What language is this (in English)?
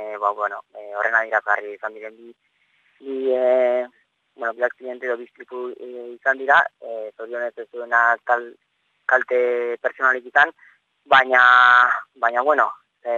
Basque